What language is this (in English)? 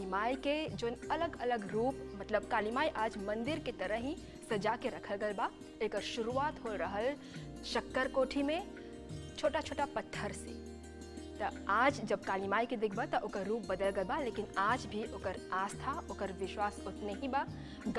Bhojpuri